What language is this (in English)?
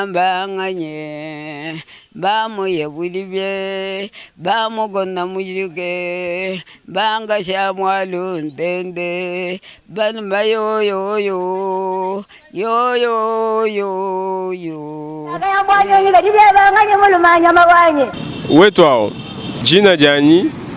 Luba-Lulua